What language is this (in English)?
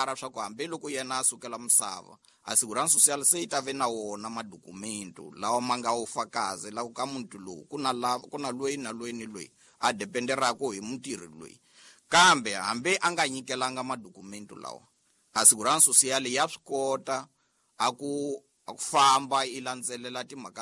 Tsonga